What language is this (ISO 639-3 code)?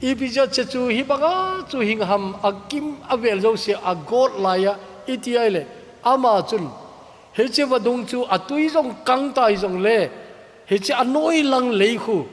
tcz